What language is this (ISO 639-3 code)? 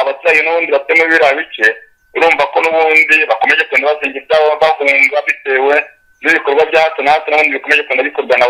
kin